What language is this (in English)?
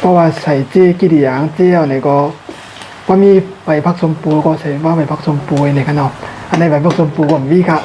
Shan